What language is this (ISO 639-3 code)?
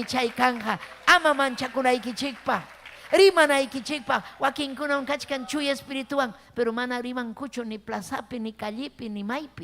quy